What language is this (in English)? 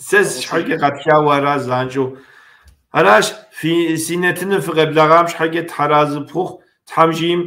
Kabardian